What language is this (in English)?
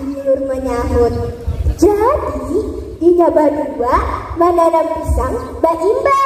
Banjar